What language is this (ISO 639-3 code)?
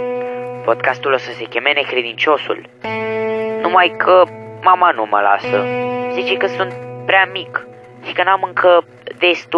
ron